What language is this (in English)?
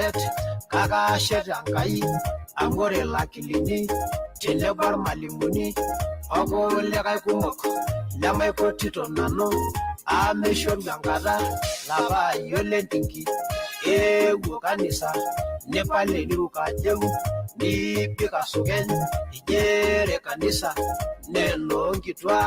Masai